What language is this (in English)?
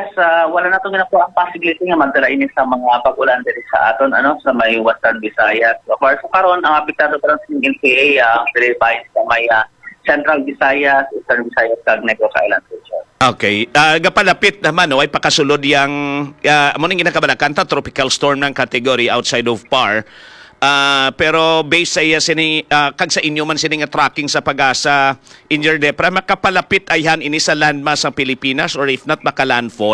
Hiligaynon